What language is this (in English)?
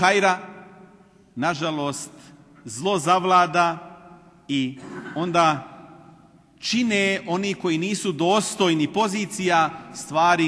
Bosnian